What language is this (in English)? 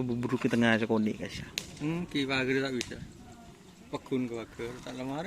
Madurese